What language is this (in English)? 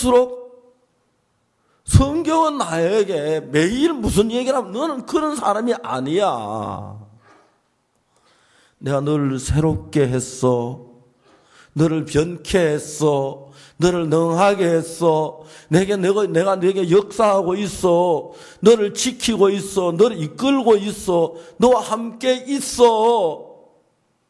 Korean